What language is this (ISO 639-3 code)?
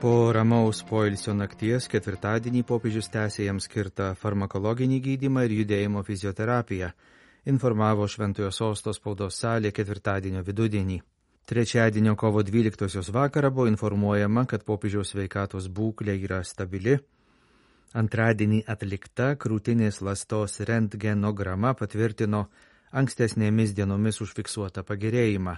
lit